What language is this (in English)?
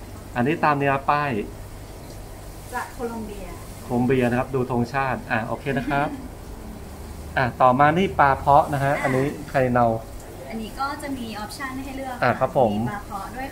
Thai